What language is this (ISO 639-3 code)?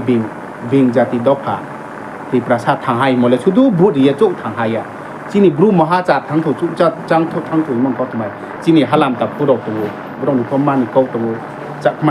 ria